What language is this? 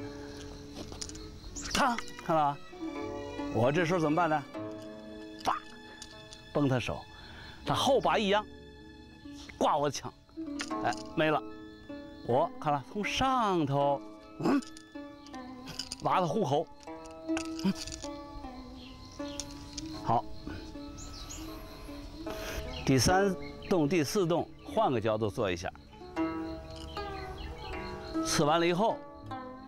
Chinese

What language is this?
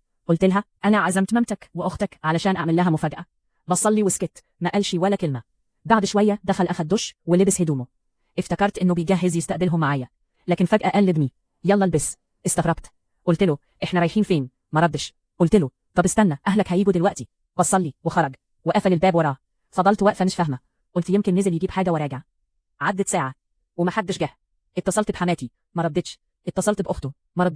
Egyptian Arabic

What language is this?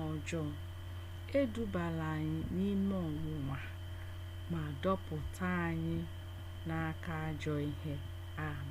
Igbo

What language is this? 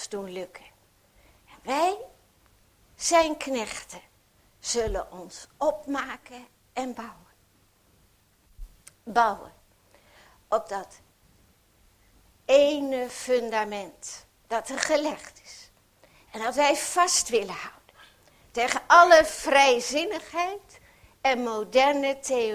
Dutch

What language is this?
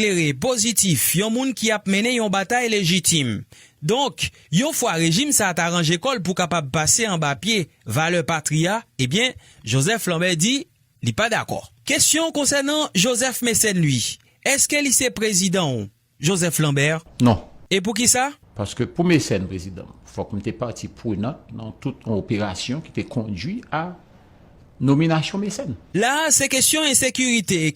Haitian Creole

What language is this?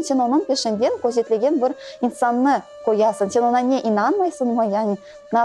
Crimean Tatar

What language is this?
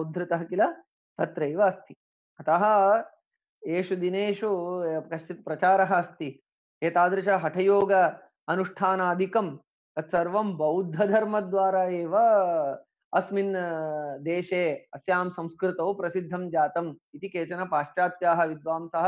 Sanskrit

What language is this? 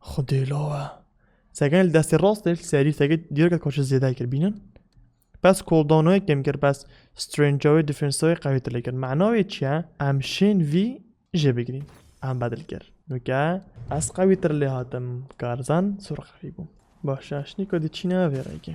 Kurdish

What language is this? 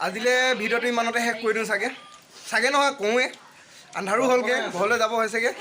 Assamese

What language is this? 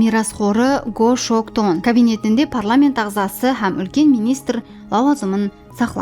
Kara-Kalpak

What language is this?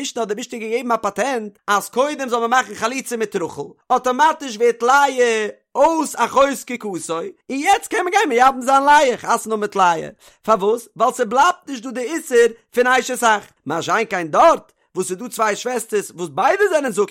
Yiddish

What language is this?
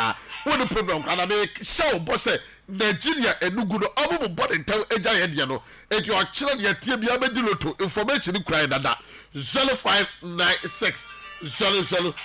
Akan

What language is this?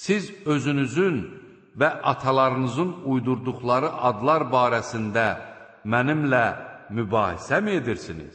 Azerbaijani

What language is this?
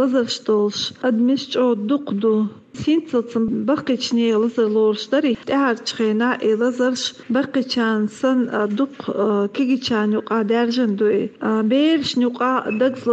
Chechen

